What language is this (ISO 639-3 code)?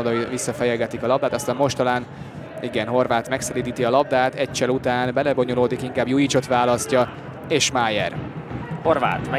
hun